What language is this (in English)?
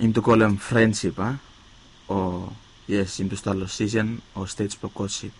Bislama